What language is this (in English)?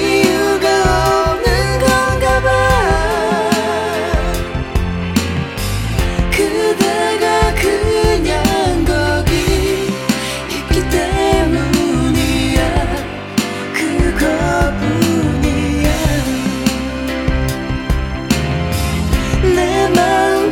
Korean